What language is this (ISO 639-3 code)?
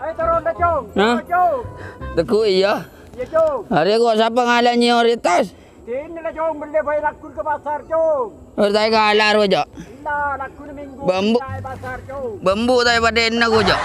mad